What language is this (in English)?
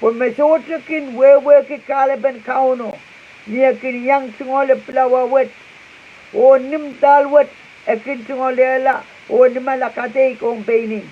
Pohnpeian